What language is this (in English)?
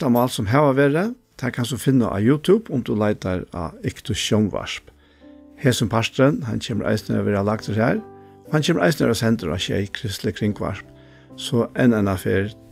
Faroese